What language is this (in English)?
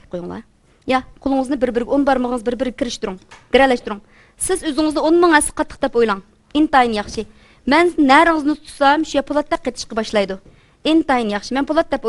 Uyghur